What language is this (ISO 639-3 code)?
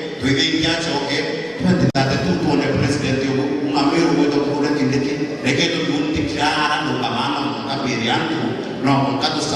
mer